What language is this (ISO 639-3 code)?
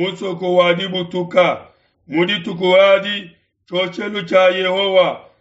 lua